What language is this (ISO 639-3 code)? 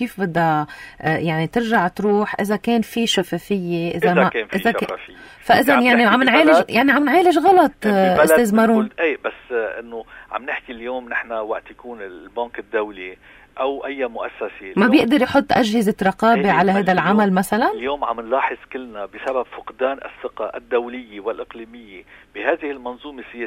apc